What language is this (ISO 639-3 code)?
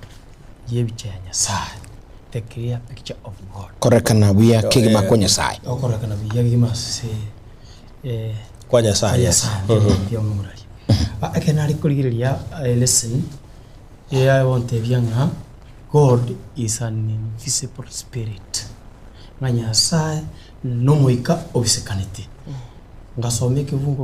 guz